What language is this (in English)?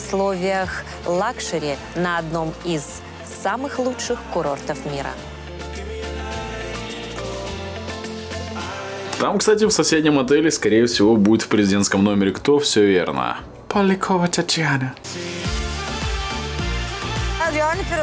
Russian